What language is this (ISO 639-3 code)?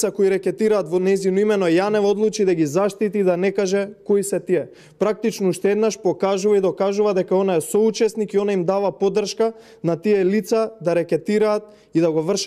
mkd